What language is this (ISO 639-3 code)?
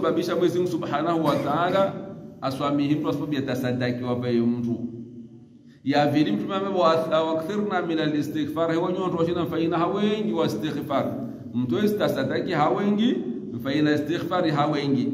swa